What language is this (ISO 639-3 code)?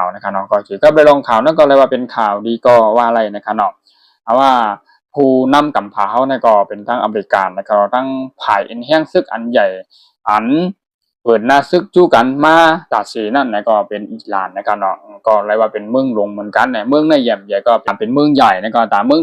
shn